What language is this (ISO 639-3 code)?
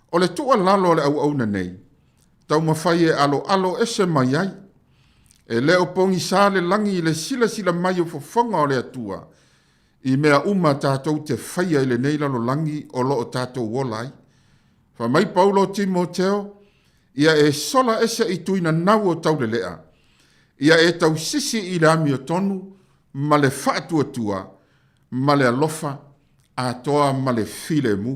smo